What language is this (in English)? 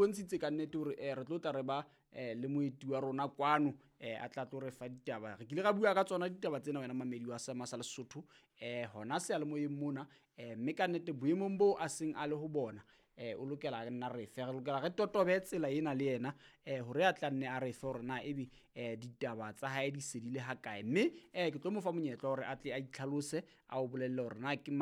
Southern Sotho